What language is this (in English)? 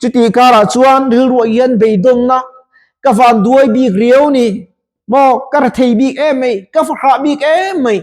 Mizo